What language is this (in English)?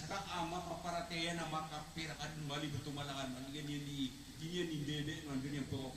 Maranao